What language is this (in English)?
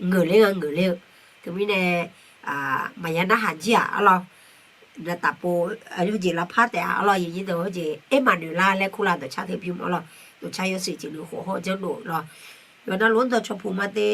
Akha